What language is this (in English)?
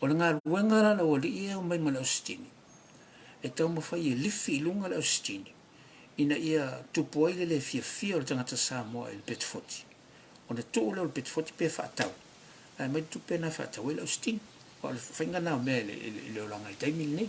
Samoan